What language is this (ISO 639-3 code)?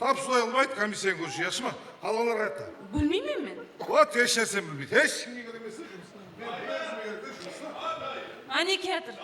kaa